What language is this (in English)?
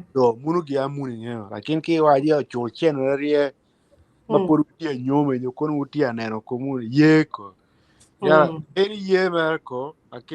Acoli